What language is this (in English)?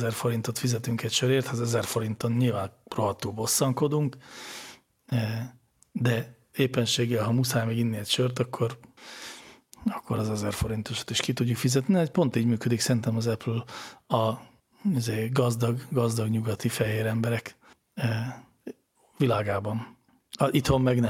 Hungarian